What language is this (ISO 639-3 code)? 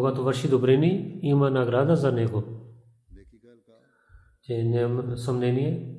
bul